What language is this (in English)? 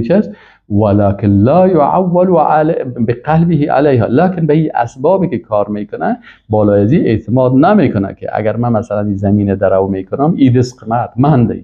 Persian